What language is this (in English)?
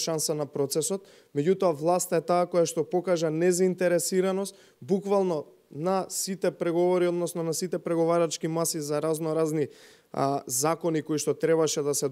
Macedonian